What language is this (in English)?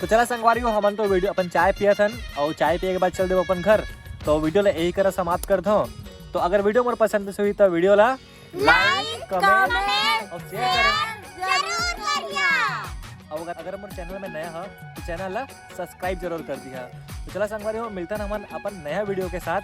Chhattisgarhi